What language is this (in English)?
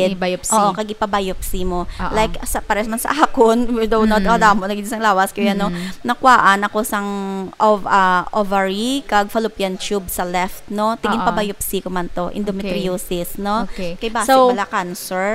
Hiligaynon